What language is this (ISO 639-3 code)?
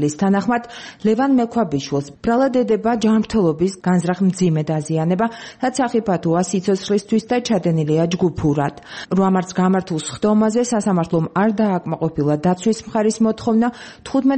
kat